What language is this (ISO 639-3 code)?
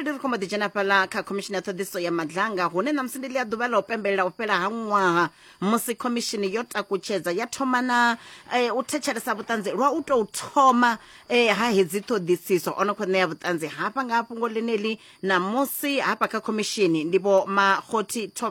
ven